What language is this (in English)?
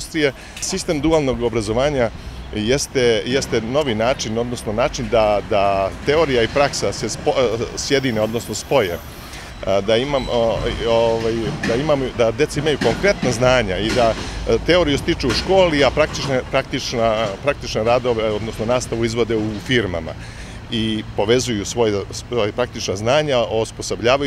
Serbian